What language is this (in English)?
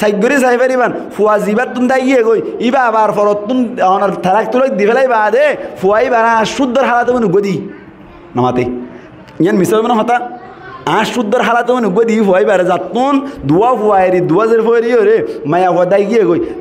Rohingya